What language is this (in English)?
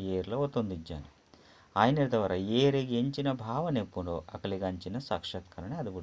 Tulu